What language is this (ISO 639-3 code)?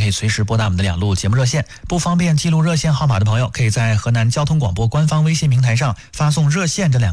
zho